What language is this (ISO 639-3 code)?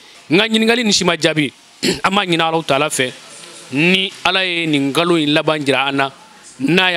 bam